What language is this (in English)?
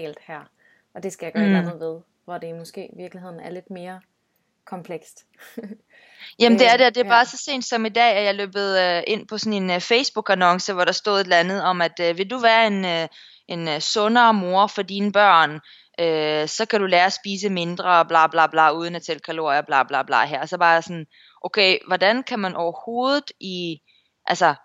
Danish